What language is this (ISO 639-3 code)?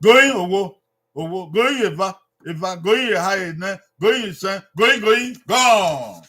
bin